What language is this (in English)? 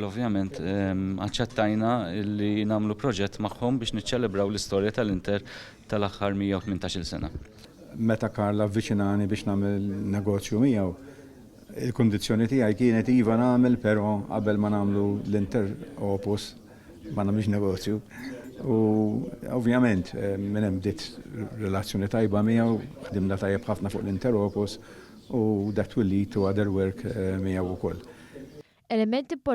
Maltese